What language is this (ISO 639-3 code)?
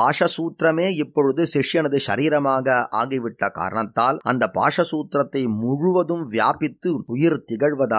tam